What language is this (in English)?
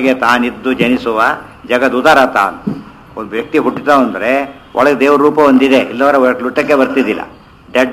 Kannada